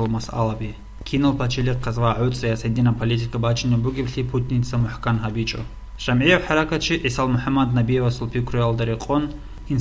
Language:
Avaric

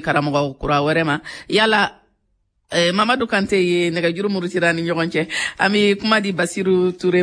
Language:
Bambara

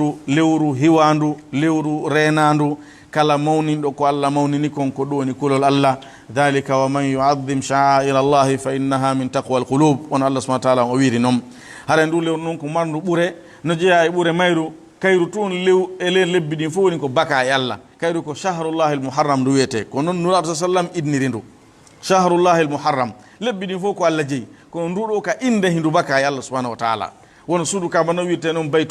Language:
Fula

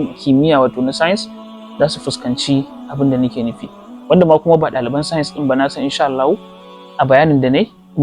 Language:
Hausa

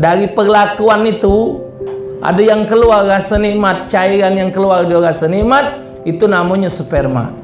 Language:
Musi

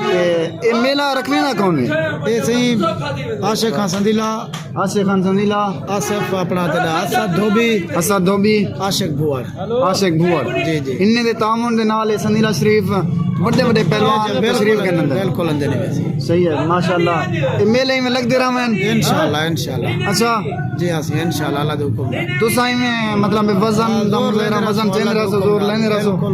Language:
Saraiki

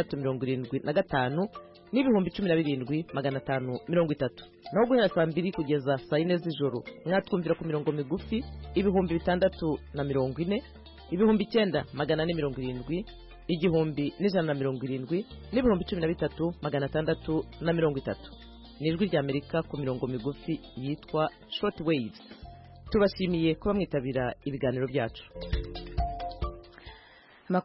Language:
Kinyarwanda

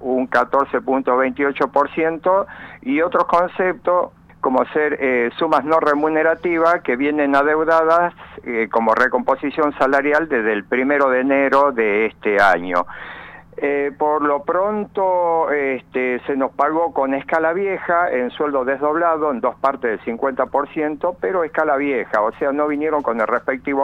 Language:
Spanish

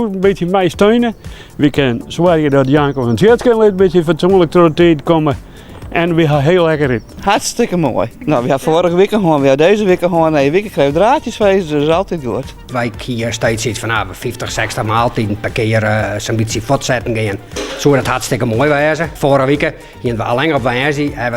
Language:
Western Frisian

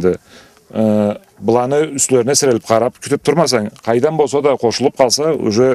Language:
Karachay-Balkar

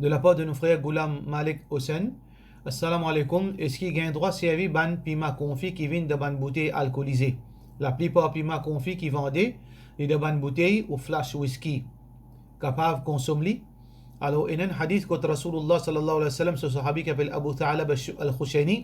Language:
Morisyen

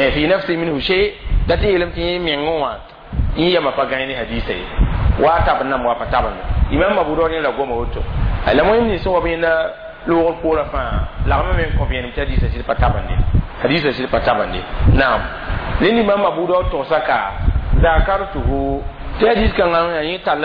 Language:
Mossi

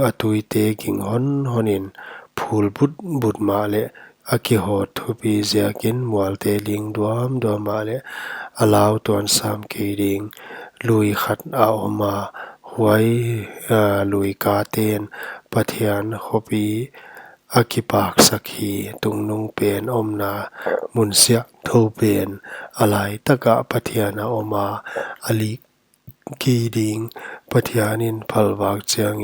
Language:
Paite Chin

